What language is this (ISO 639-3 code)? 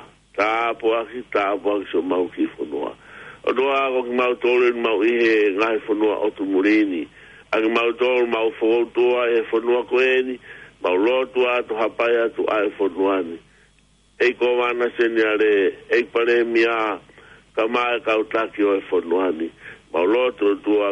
ton